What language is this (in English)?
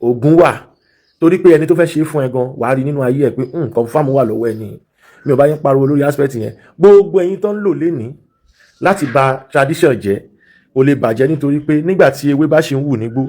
Yoruba